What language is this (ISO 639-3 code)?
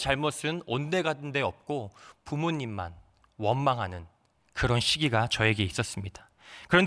kor